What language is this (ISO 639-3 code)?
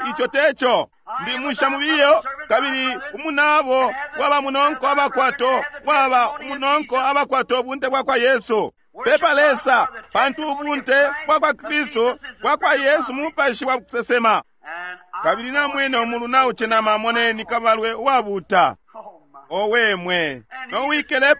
bem